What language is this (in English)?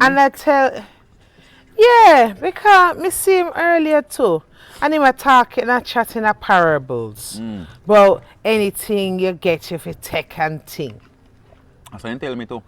Jamaican Creole English